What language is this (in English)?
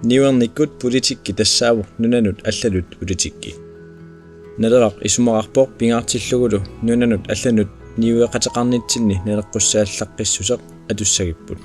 Kalaallisut